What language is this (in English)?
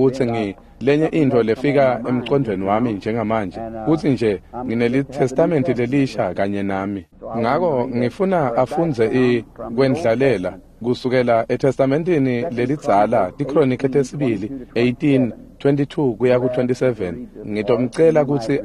Swati